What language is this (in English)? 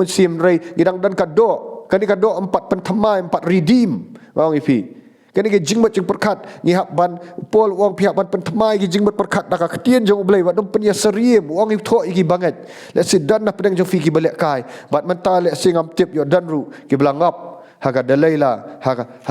Khasi